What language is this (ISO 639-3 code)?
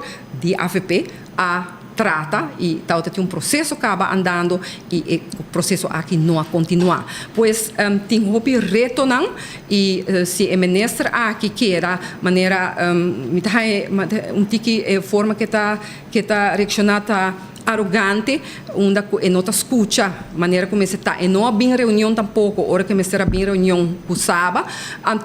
pap